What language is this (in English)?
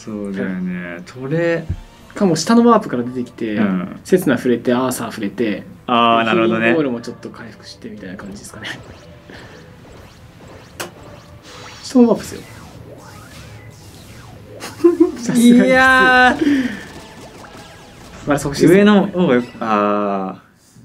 Japanese